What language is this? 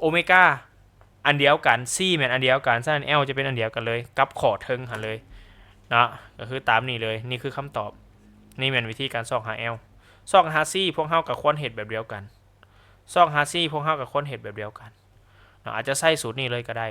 Lao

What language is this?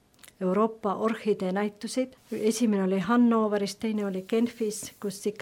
Estonian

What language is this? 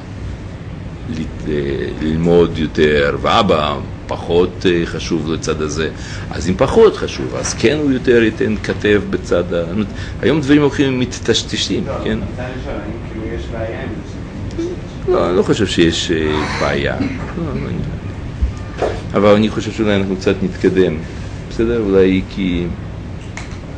Hebrew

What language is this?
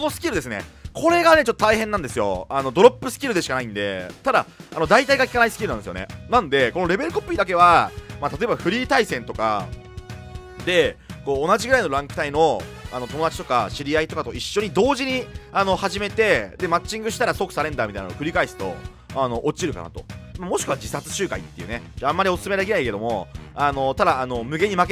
Japanese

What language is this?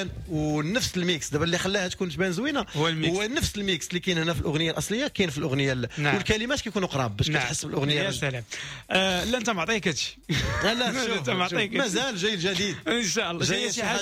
Moroccan Arabic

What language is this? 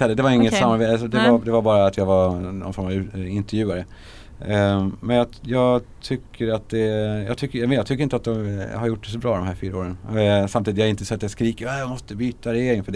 Swedish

